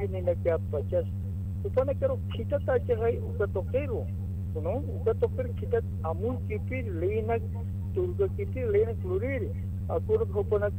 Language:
Aymara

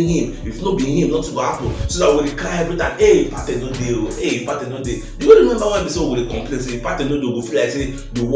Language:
Nigerian Pidgin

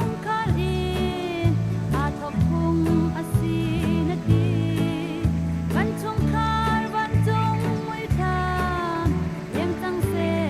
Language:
Hakha Chin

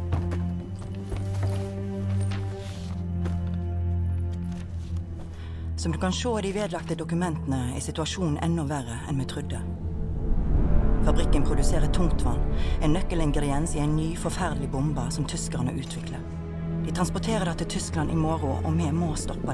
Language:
Norwegian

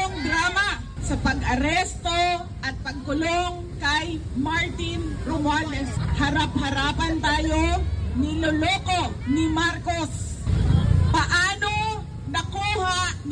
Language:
Filipino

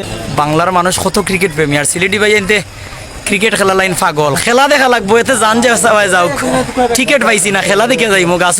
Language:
Sylheti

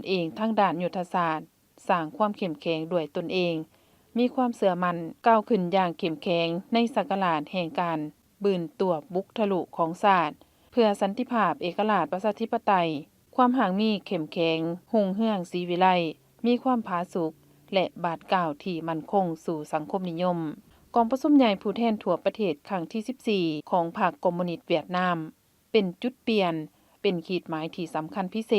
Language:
Lao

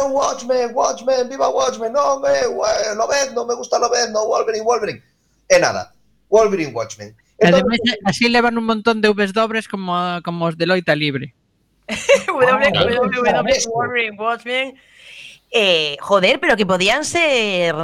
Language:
Galician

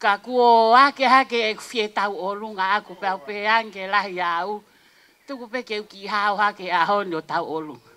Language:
Tongan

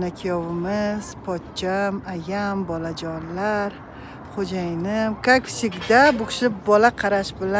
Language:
Uzbek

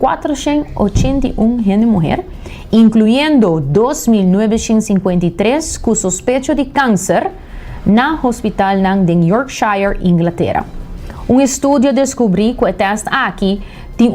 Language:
Papiamento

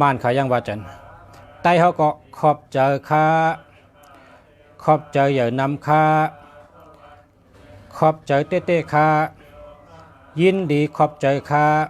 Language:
Shan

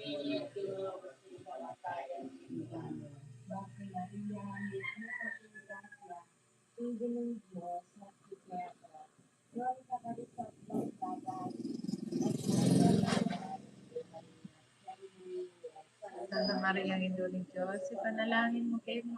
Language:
Pampanga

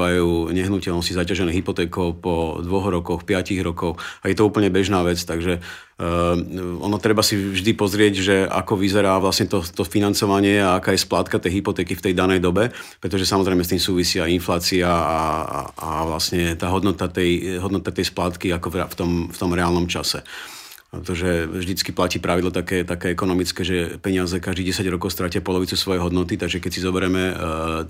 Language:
Slovak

